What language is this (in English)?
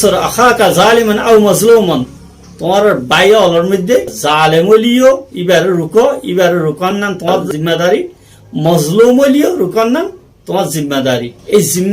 Rohingya